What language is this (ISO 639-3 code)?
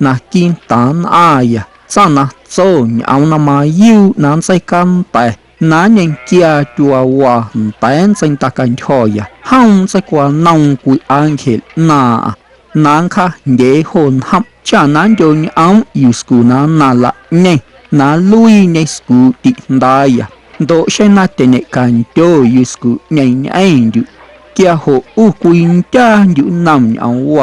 amu